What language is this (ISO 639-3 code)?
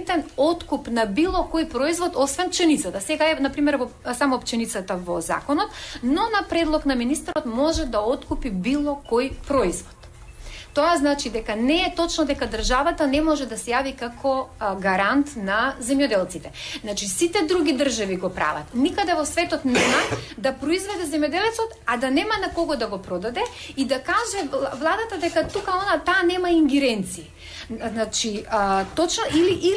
mkd